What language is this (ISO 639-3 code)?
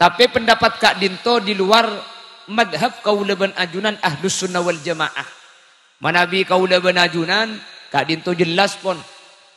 mad